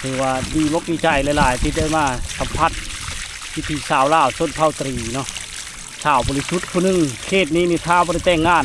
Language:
Lao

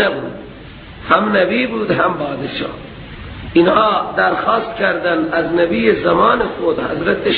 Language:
Persian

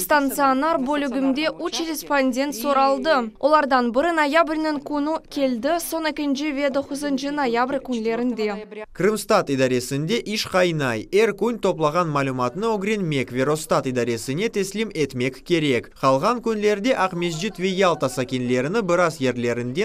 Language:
Crimean Tatar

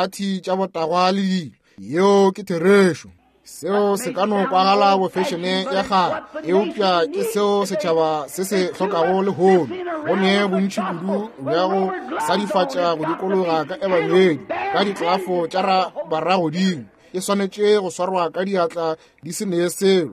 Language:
Northern Sotho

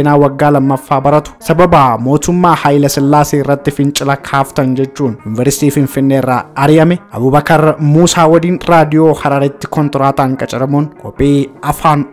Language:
Oromo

